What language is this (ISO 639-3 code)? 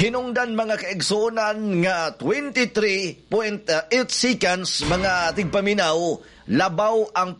ceb